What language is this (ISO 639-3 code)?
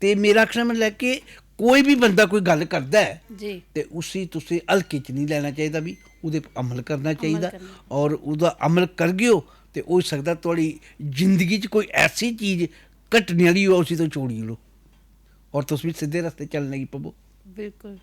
doi